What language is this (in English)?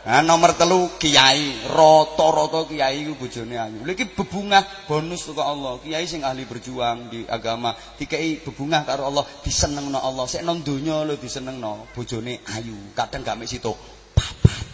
Javanese